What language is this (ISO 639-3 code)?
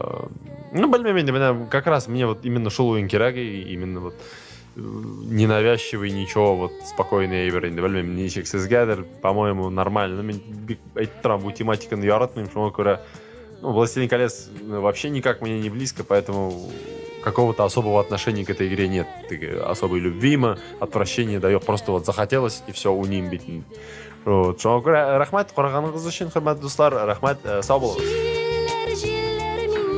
tat